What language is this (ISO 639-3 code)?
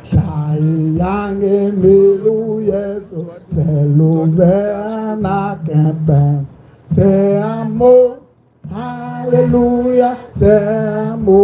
tiv